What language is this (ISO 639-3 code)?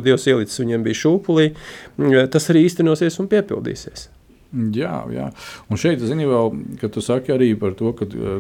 lav